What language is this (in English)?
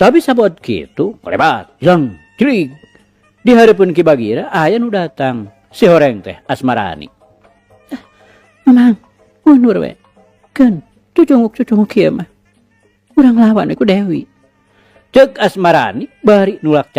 Sundanese